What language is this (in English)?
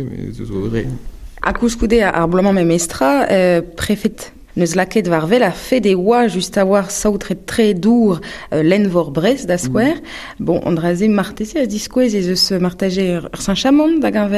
Breton